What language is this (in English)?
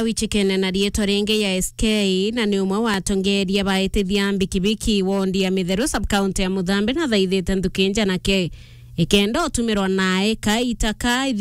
Meru